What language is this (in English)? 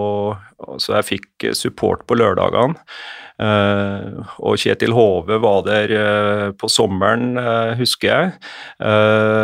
Norwegian